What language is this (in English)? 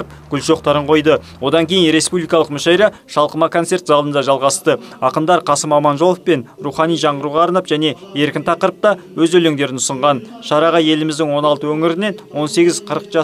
Kazakh